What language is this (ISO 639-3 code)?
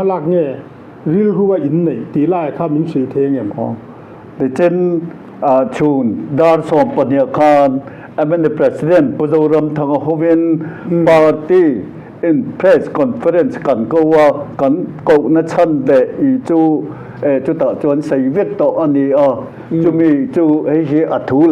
lus